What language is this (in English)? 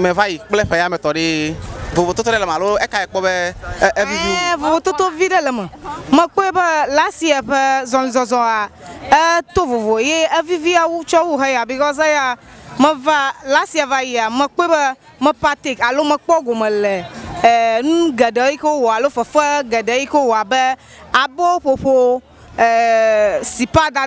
Ewe